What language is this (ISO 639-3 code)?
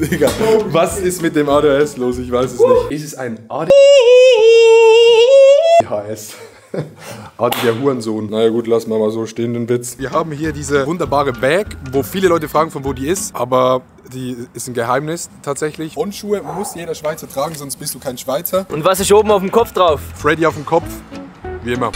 gsw